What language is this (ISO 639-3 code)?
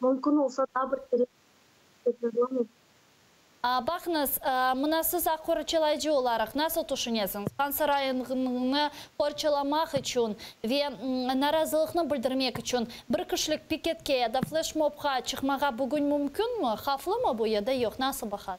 crh